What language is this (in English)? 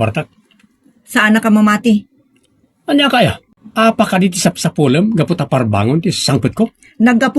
Iloko